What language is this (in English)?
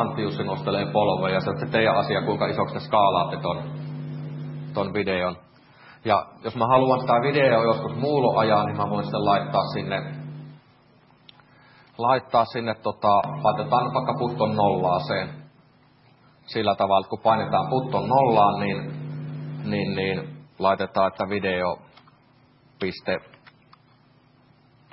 Finnish